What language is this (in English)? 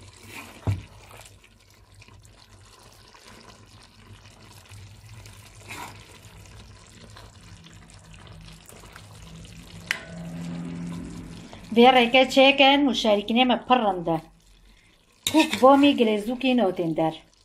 Persian